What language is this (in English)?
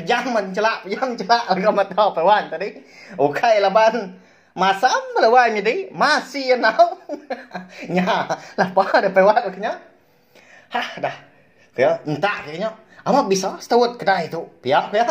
Iban